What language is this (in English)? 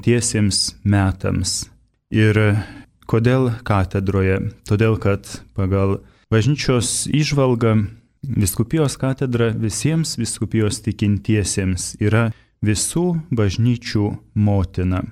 Lithuanian